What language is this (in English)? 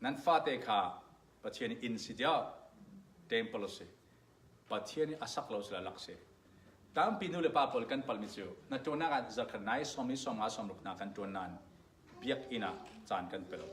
Falam Chin